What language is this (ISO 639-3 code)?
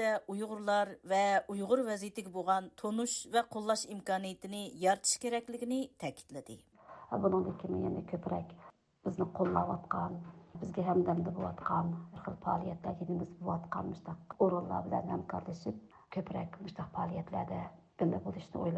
uig